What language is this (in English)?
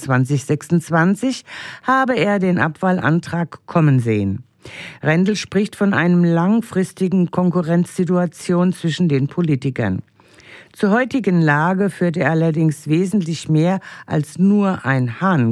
German